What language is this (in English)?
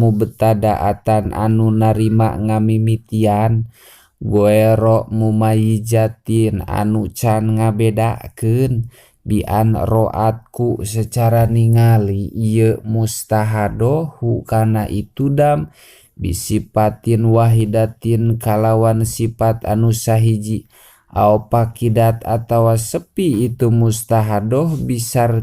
Sundanese